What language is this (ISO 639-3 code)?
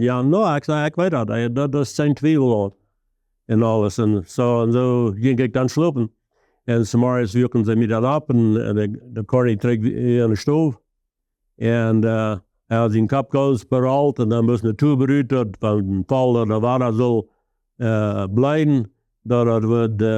pdt